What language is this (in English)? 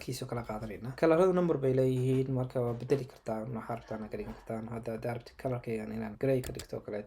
Somali